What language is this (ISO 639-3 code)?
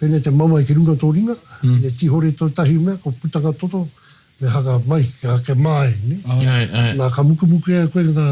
mri